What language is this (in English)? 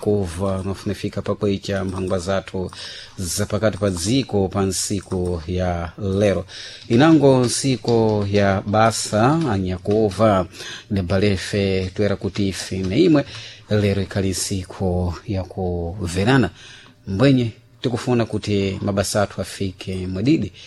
Sena